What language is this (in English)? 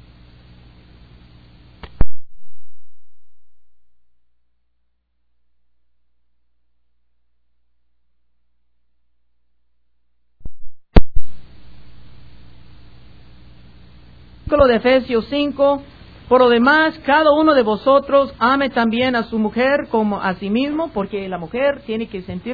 Spanish